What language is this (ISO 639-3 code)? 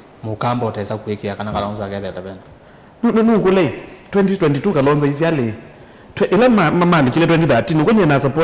kam